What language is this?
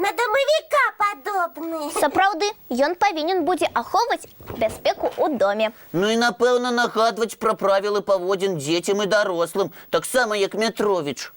Belarusian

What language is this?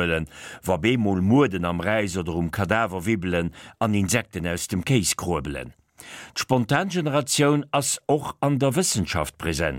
Luxembourgish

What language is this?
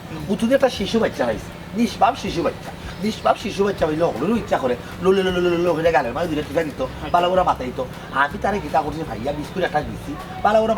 Sylheti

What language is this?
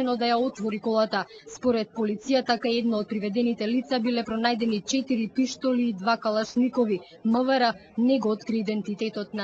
Macedonian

